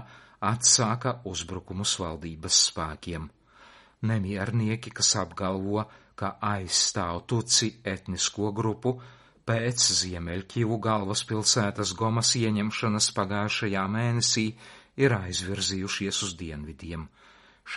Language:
Latvian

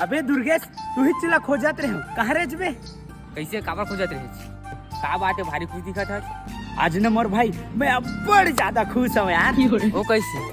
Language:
Chhattisgarhi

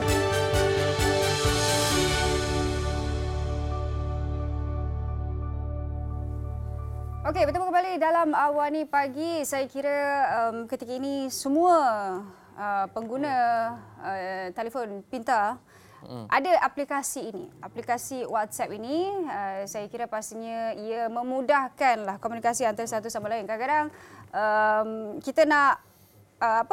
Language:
Malay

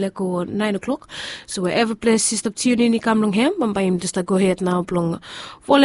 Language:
Bislama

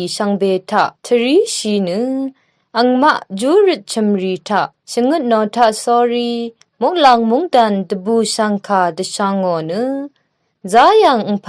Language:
Rawang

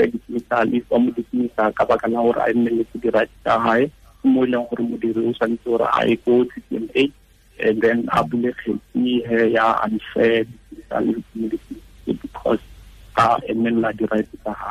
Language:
Tswana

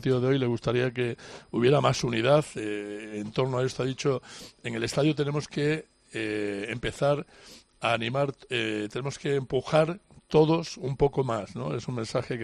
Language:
Spanish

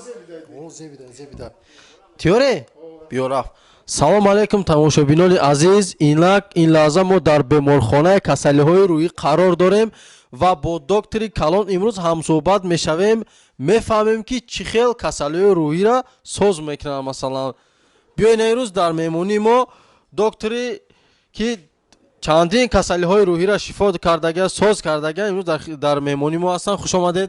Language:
Tajik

